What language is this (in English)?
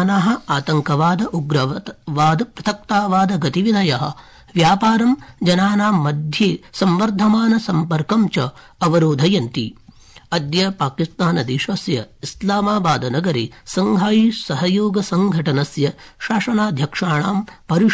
Sanskrit